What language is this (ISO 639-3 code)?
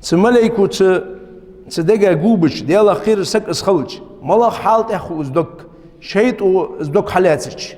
inh